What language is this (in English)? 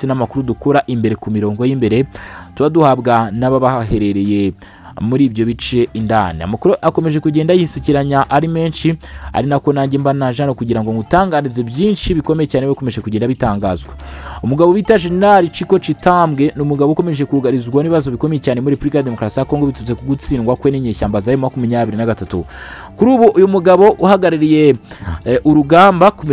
Kinyarwanda